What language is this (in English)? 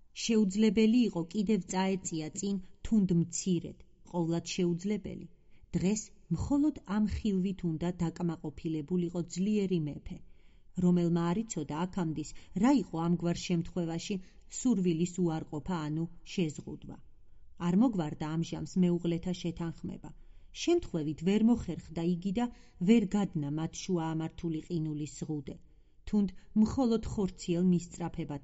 Georgian